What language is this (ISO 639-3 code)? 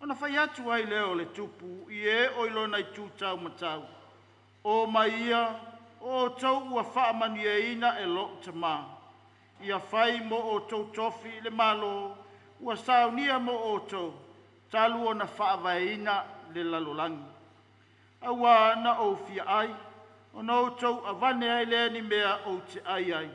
smo